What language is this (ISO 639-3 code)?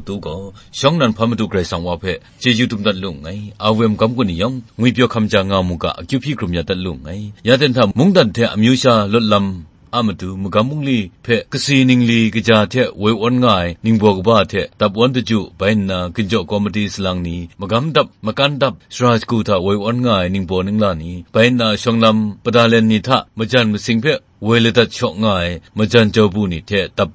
kac